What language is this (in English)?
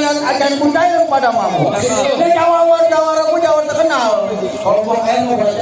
Betawi